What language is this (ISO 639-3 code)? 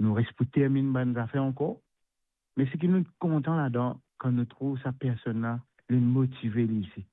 mfe